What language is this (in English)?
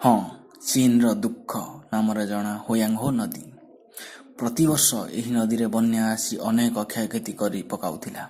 Odia